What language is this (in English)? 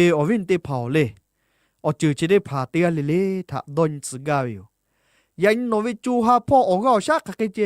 Lahu